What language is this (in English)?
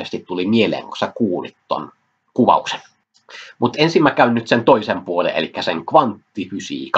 Finnish